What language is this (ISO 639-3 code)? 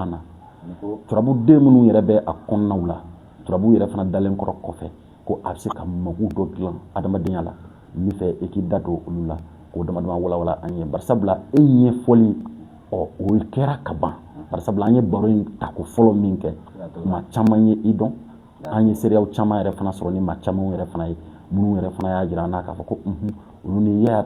bam